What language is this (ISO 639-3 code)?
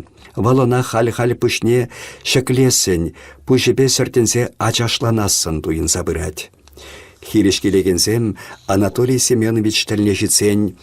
chv